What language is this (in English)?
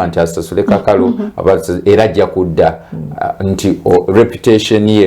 Ganda